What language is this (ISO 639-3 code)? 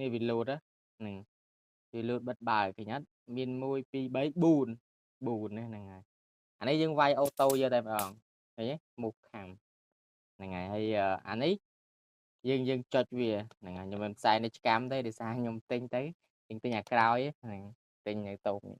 khm